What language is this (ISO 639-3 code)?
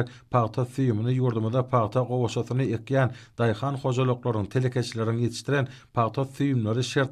tuk